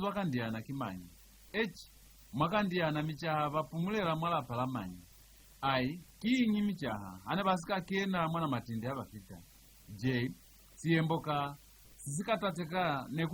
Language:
Lozi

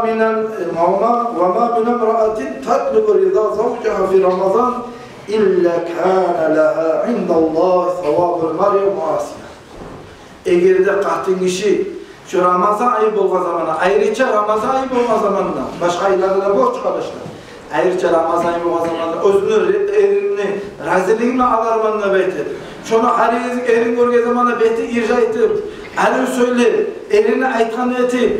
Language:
Kumyk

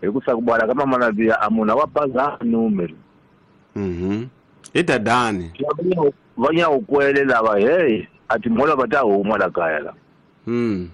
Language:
Tsonga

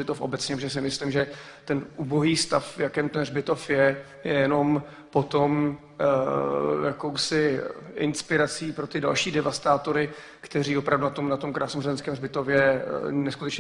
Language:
Czech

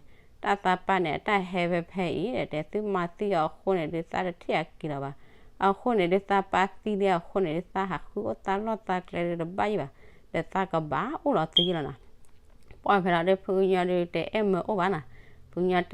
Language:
S'gaw Karen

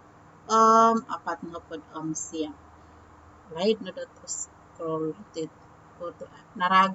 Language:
Central Dusun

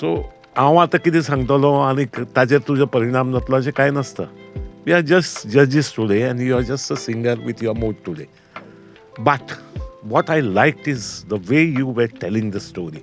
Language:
Konkani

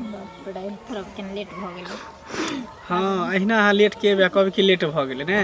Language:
Maithili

